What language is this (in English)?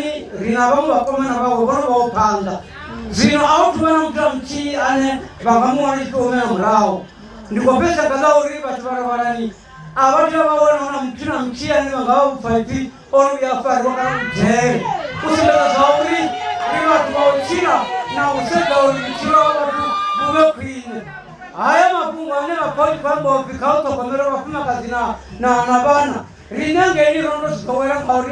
Venda